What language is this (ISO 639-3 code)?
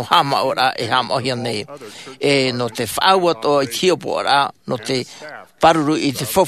tah